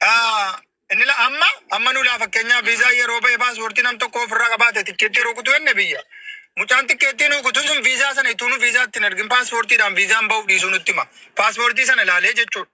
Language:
Oromo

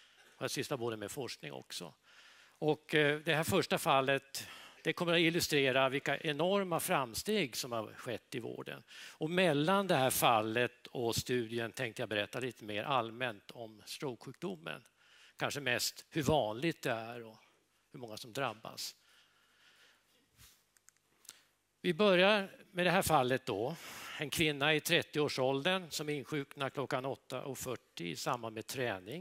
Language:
Swedish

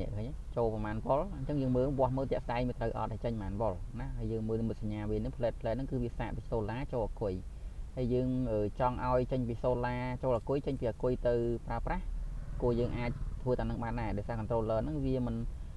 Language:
Khmer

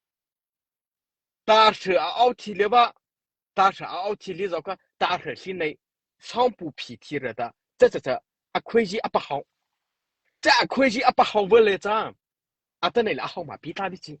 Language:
Mara Chin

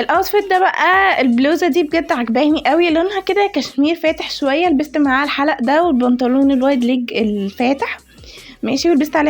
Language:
Egyptian Arabic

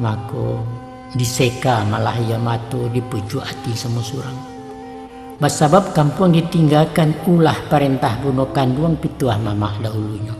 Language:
Minangkabau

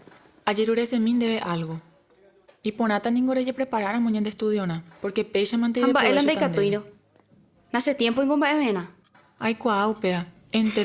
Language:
Guarani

